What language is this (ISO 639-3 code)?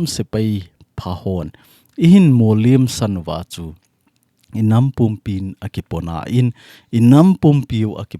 tcz